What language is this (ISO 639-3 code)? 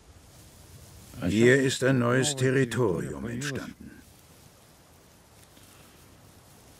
deu